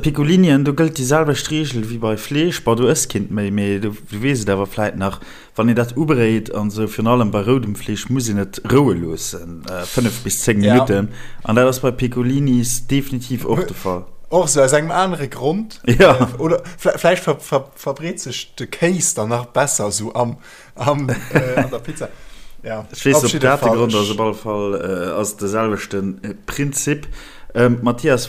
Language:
Luxembourgish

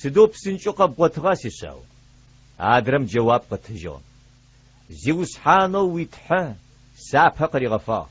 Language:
Adyghe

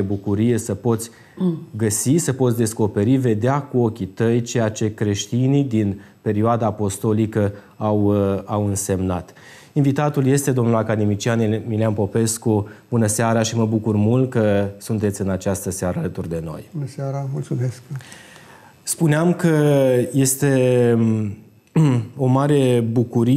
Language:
Romanian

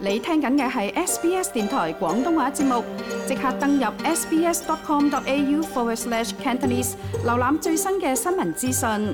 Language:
Cantonese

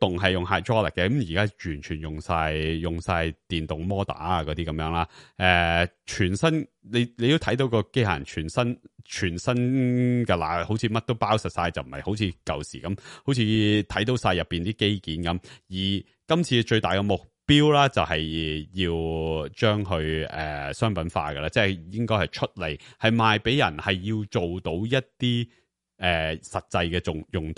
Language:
Cantonese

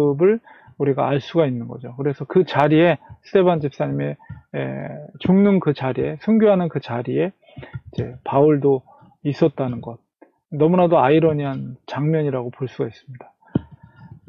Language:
Korean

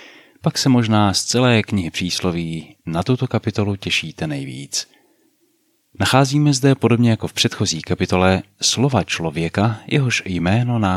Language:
Czech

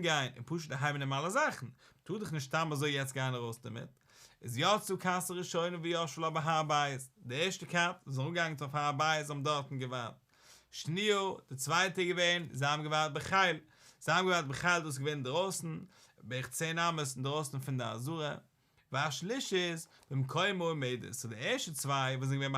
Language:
Yiddish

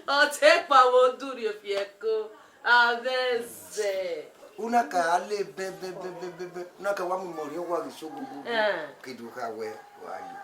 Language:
Bini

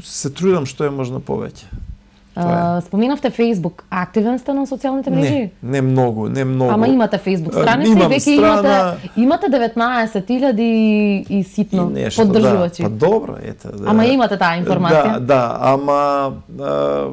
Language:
Macedonian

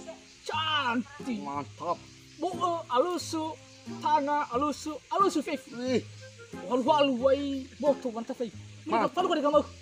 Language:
Nias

